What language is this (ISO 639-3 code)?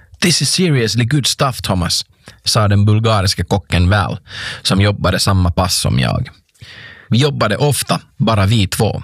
swe